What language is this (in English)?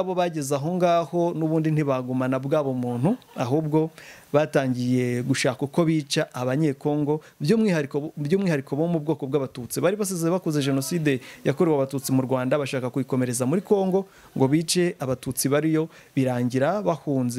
Kinyarwanda